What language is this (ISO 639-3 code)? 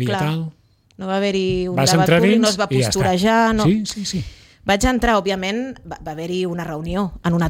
cat